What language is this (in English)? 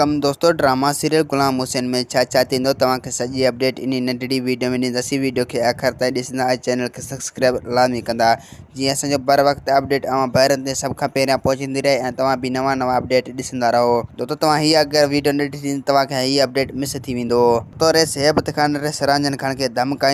Sindhi